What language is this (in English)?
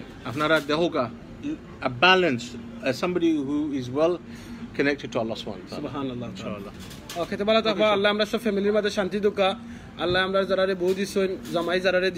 Sylheti